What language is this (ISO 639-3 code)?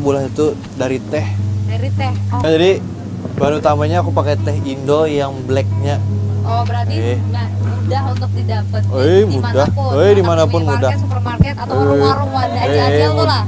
bjn